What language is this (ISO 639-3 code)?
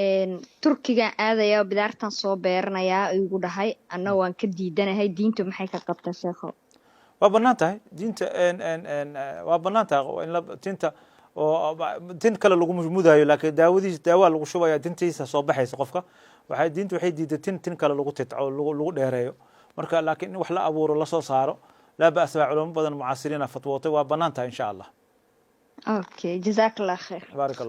som